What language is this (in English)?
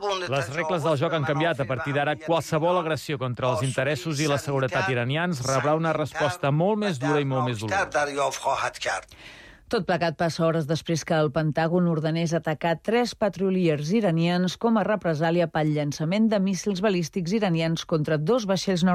Catalan